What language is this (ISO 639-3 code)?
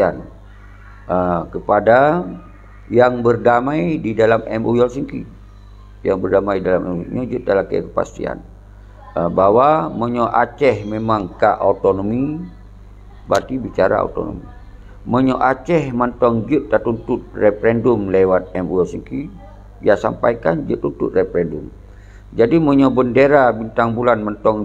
ace